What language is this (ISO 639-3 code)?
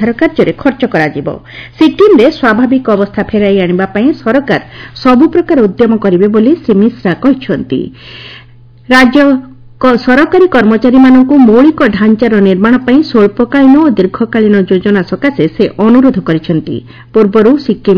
ori